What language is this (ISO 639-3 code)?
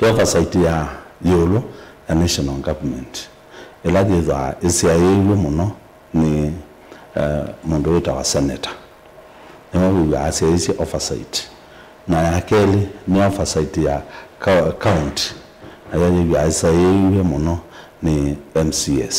kam